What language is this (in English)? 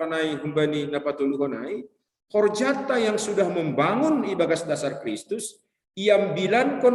Batak Simalungun